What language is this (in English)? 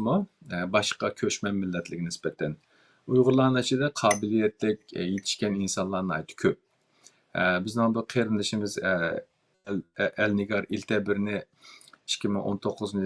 Uyghur